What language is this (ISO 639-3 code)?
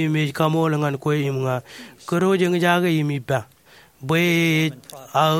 mah